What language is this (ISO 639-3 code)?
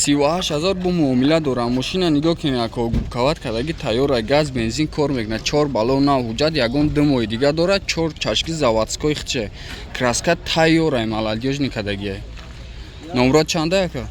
tgk